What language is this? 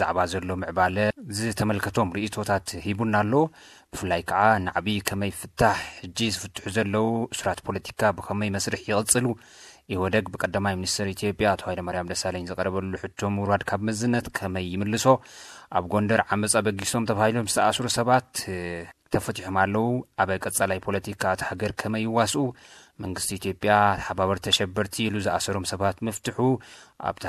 Tigrinya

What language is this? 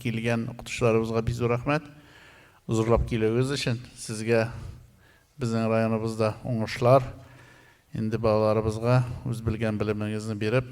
Tatar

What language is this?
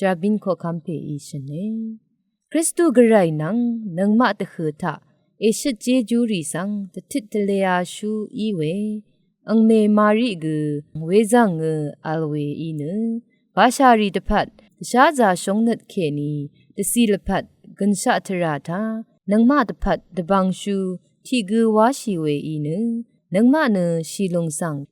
Rawang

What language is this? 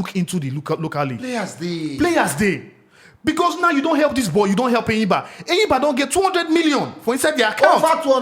Nigerian Pidgin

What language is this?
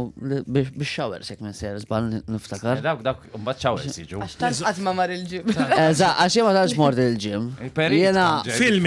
Maltese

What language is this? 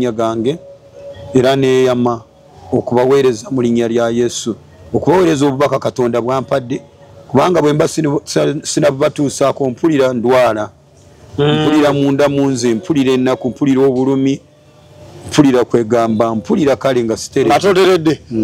Ganda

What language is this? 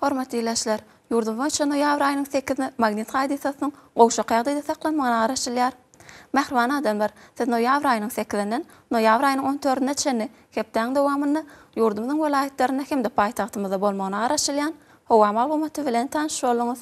Turkmen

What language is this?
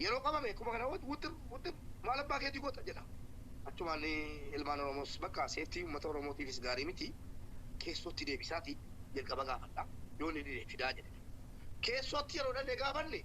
Oromo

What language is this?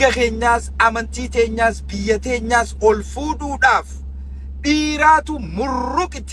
Oromo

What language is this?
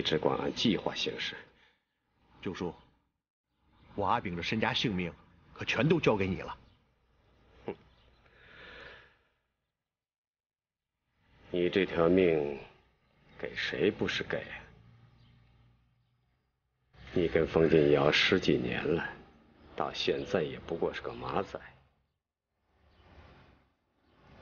Chinese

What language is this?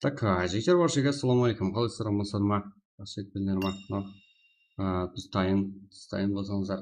Kara-Kalpak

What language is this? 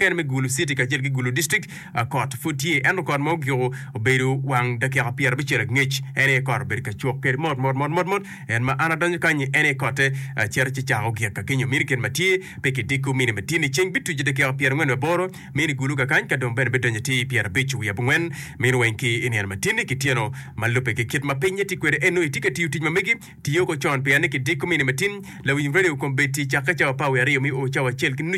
Acoli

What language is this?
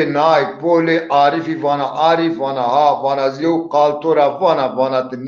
Zaza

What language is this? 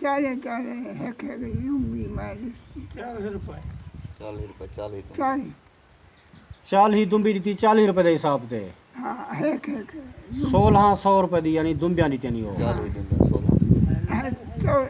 Saraiki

